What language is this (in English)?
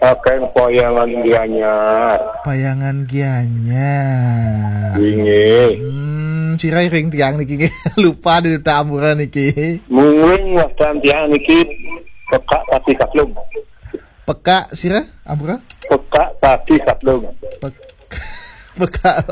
Balinese